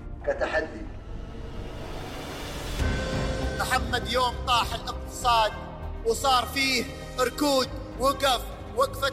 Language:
Gulf Arabic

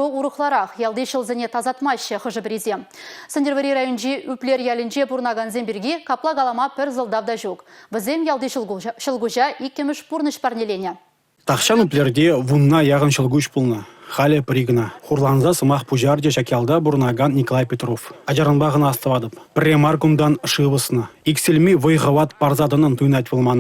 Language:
Chuvash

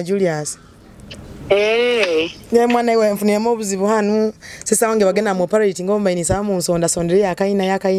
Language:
Nyoro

